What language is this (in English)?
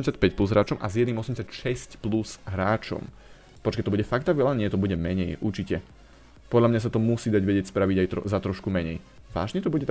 Slovak